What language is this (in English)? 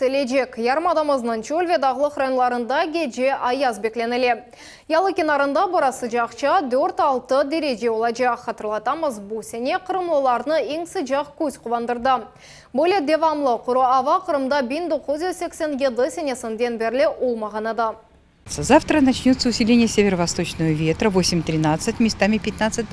Crimean Tatar